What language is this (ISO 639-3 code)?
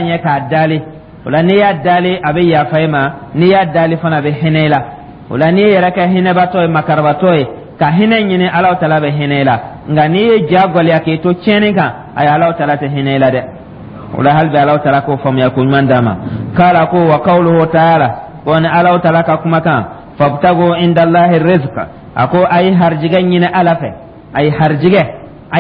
dyu